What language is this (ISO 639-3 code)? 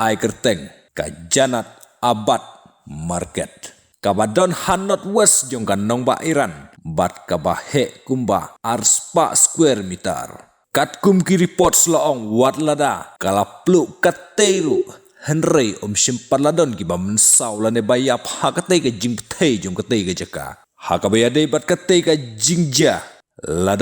kha